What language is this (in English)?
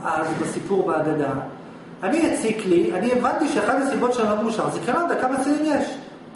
Hebrew